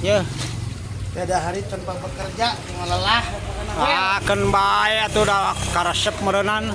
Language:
Sundanese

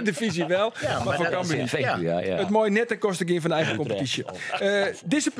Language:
Western Frisian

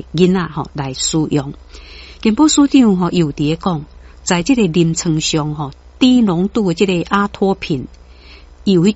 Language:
Min Nan Chinese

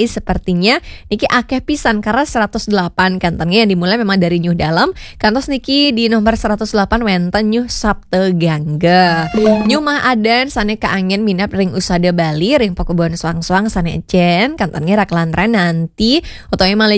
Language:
Balinese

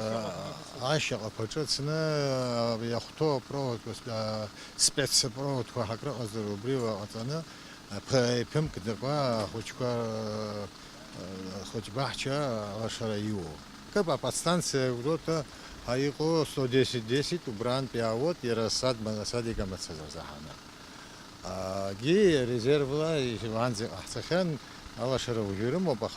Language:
Abkhazian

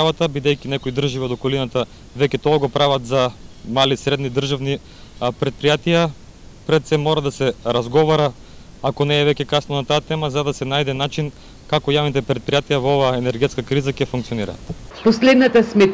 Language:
Macedonian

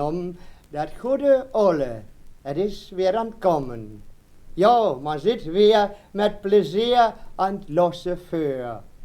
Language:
Westphalien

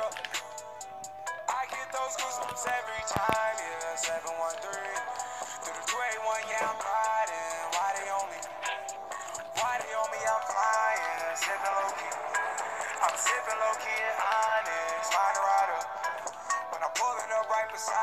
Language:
English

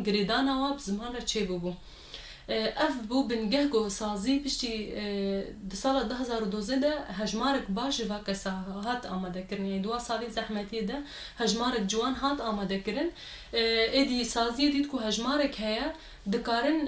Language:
Kurdish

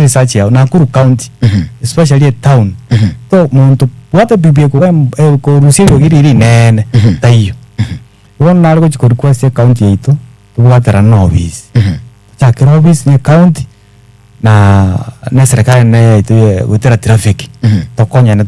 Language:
Gusii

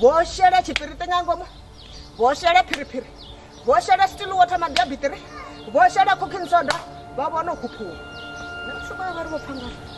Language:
Venda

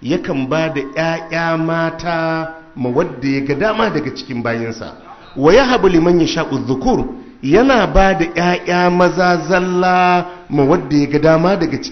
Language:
Hausa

